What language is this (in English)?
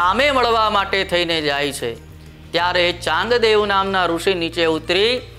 Gujarati